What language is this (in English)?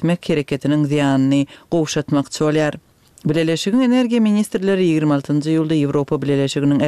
Turkmen